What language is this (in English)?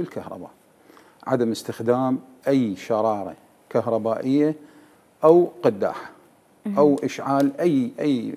Mesopotamian Arabic